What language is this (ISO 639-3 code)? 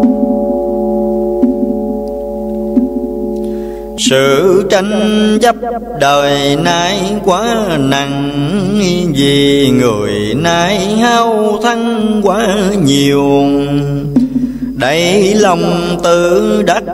vie